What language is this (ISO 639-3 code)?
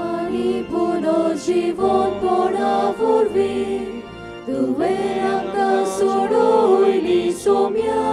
kok